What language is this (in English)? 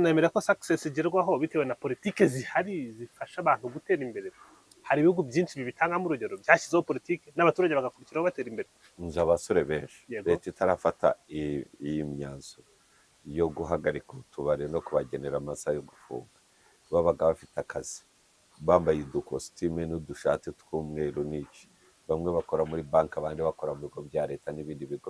Kinyarwanda